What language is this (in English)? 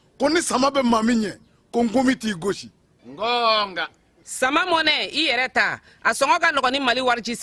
Bambara